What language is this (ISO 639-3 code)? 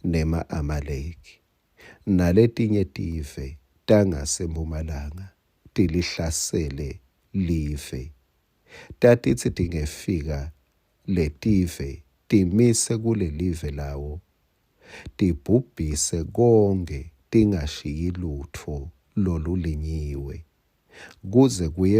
ssw